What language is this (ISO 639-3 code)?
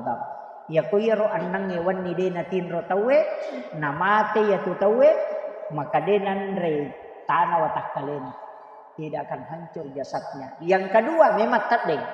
bug